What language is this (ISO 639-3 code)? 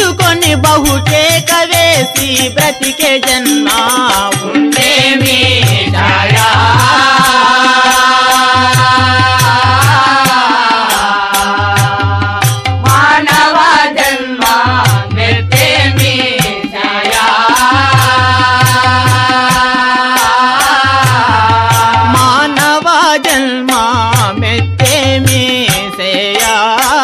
tel